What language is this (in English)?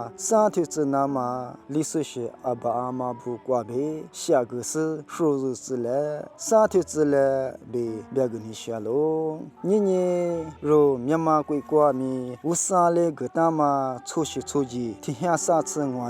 Lisu